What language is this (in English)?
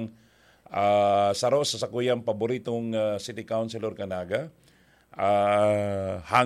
Bikol